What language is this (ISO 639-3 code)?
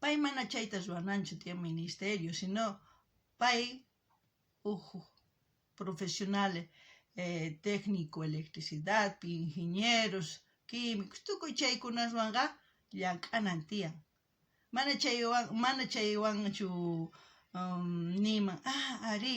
quh